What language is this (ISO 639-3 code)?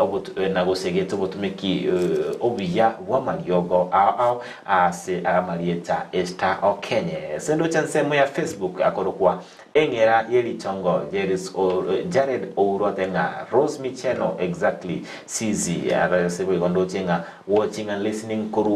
guz